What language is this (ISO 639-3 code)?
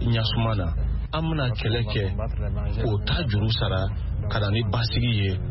bam